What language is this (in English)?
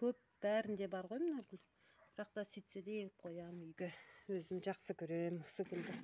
Kazakh